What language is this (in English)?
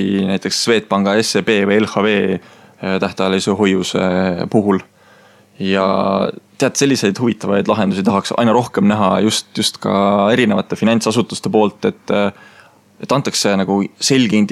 Estonian